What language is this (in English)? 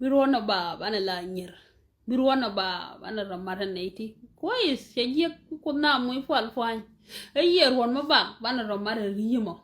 Nuer